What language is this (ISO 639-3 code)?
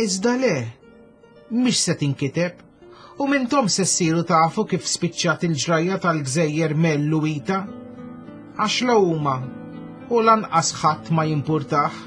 mlt